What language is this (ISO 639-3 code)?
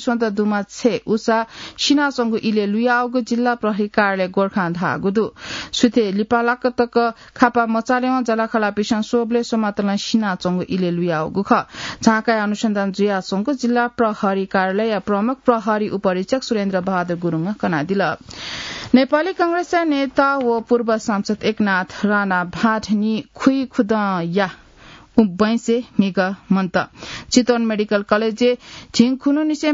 new